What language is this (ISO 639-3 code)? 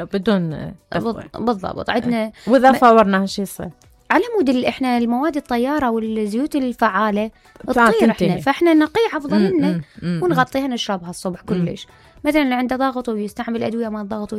acm